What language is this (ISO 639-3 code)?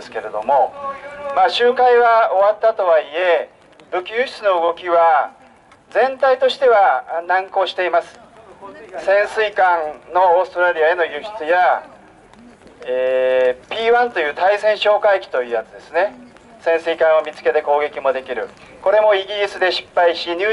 jpn